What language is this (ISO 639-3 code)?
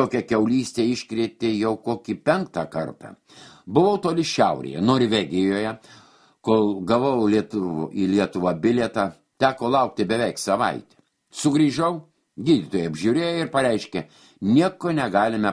lit